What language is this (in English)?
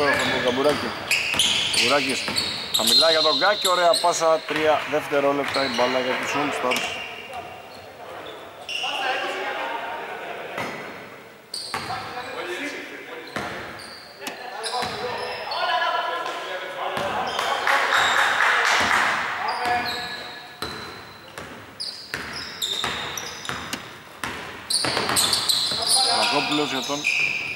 Greek